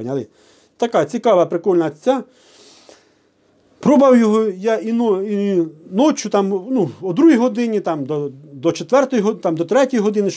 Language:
Ukrainian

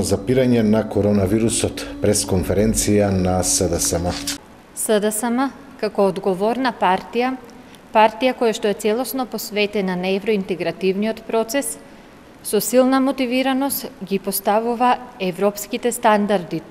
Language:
Macedonian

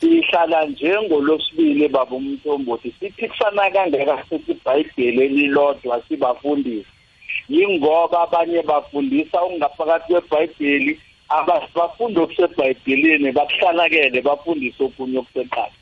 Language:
South Ndebele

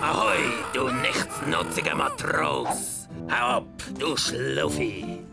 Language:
Swiss German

